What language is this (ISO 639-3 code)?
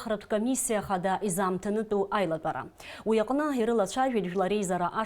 abk